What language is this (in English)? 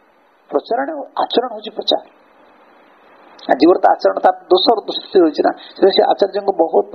Odia